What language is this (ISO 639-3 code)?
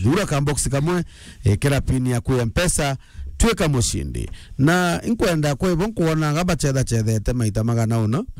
mer